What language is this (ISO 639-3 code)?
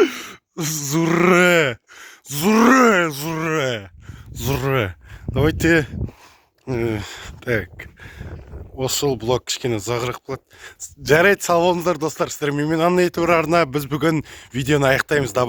kaz